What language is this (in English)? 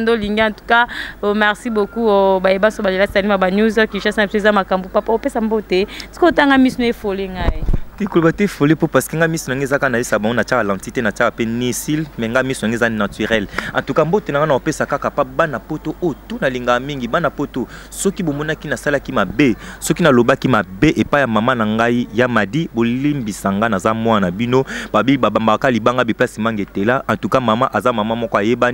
Lingala